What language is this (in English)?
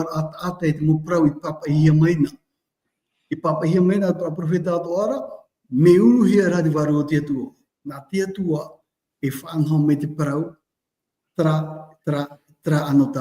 Tahitian